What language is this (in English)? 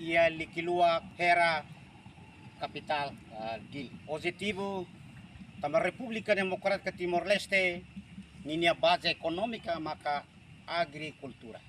Tetum